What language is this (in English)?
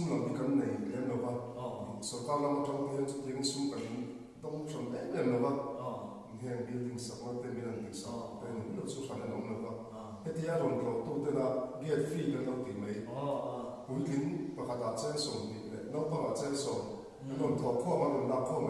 Mizo